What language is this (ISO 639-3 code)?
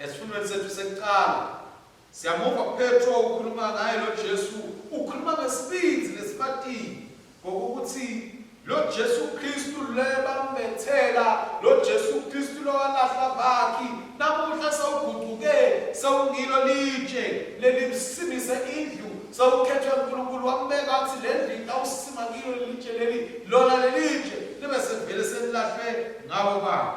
ssw